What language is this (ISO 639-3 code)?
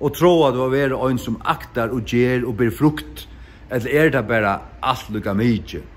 fao